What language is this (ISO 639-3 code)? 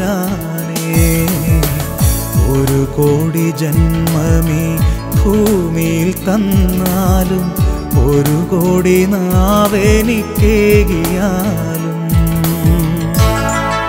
mal